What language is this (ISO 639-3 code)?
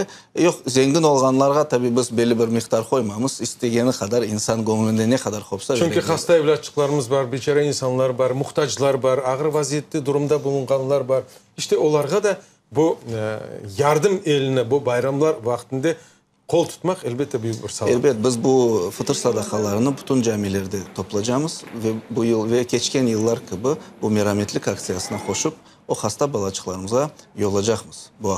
crh